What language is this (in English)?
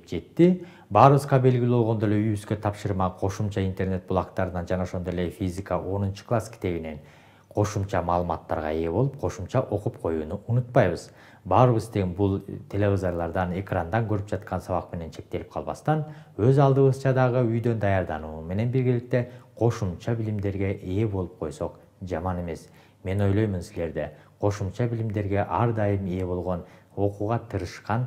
Kyrgyz